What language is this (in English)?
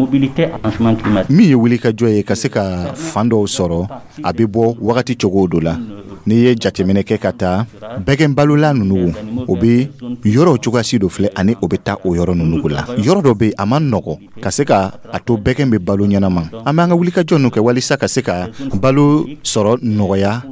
Dyula